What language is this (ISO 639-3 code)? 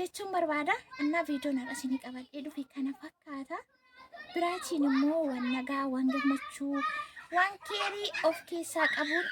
orm